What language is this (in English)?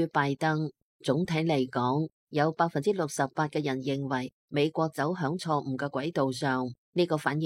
Cantonese